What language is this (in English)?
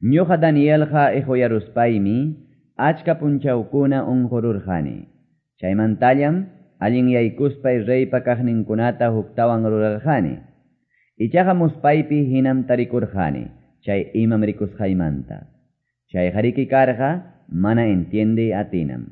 Quechua